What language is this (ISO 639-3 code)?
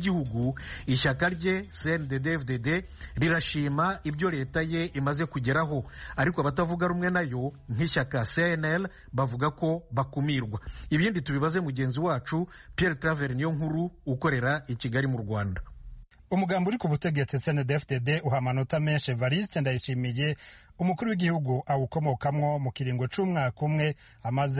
run